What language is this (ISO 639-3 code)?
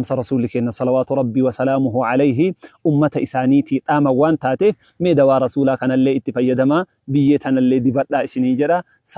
orm